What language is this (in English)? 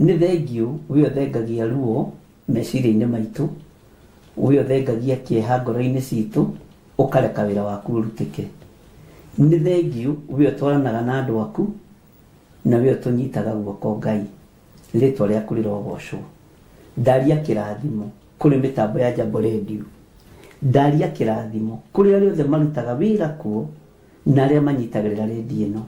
Kikuyu